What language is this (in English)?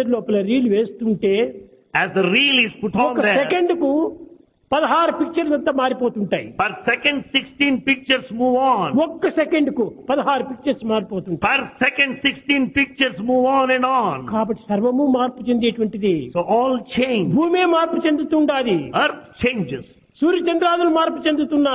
Telugu